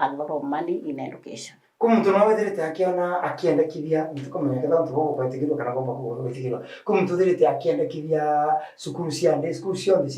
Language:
Meru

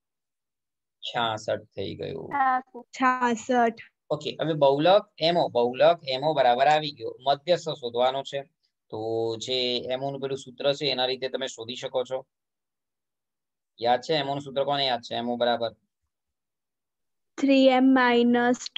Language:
Gujarati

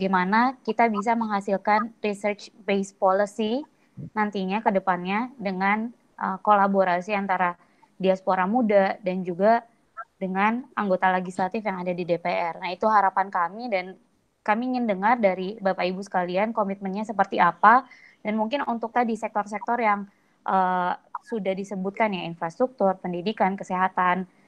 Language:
Indonesian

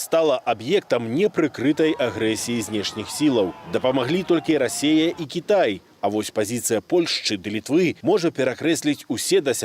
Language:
Belarusian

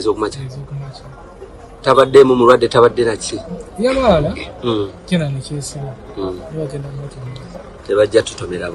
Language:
Ganda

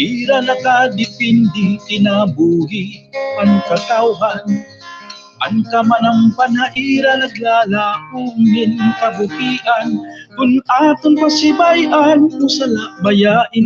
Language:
Waray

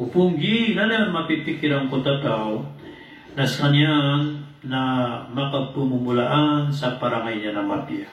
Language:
Maranao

